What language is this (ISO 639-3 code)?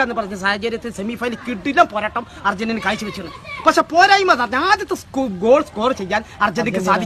mal